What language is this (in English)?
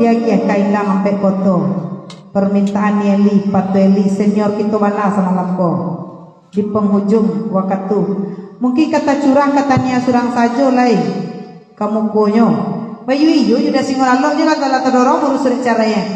Minangkabau